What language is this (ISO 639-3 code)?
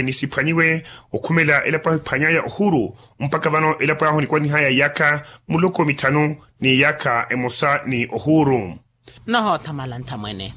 vmw